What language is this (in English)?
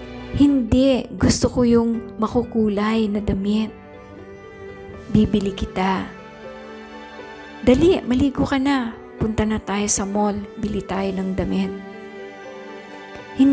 Filipino